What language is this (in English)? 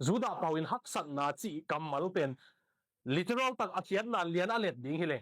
Tedim Chin